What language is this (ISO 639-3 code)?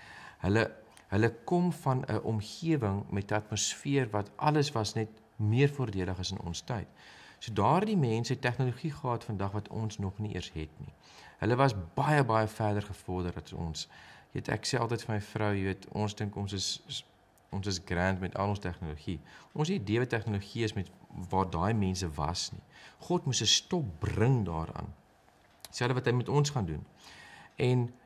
afr